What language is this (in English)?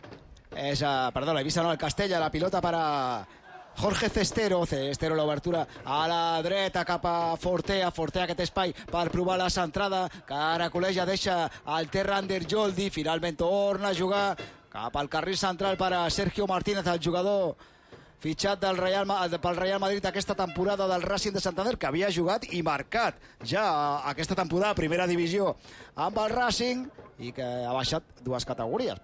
Catalan